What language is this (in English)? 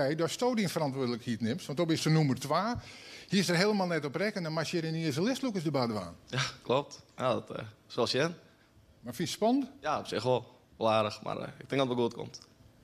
Western Frisian